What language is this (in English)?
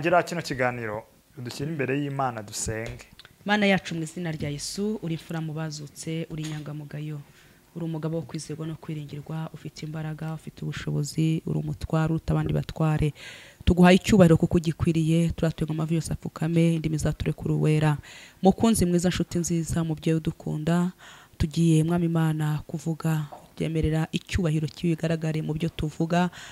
Kinyarwanda